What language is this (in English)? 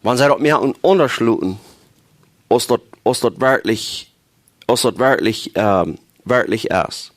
Plautdietsch